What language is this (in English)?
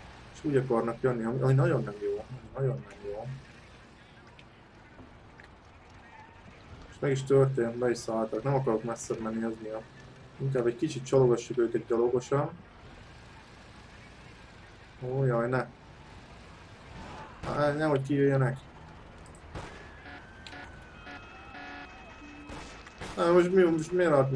Hungarian